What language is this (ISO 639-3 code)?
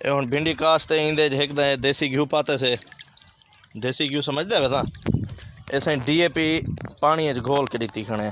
skr